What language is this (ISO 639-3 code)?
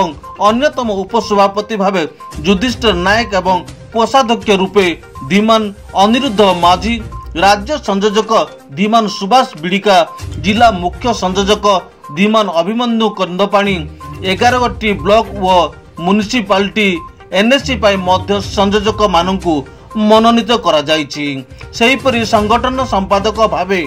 ori